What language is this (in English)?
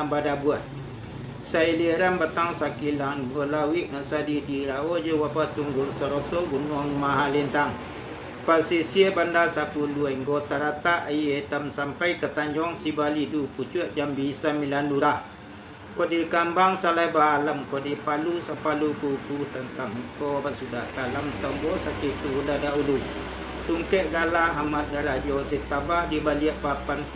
Minangkabau